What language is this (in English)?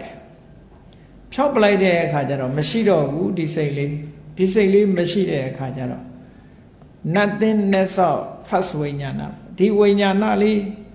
Burmese